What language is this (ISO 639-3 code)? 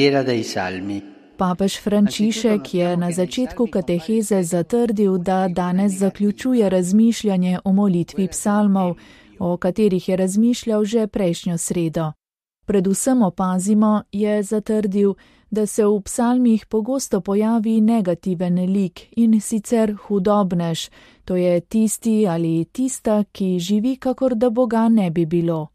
slv